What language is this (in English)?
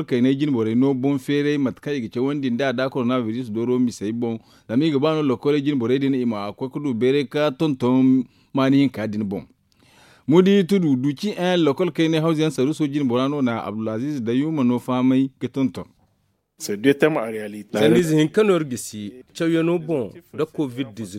Zarma